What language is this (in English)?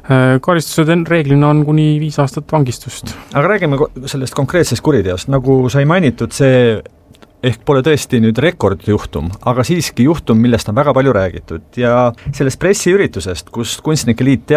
Estonian